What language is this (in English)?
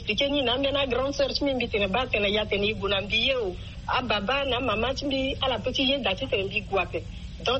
Sango